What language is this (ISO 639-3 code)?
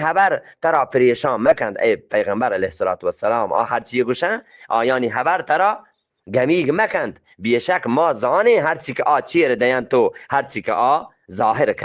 bgp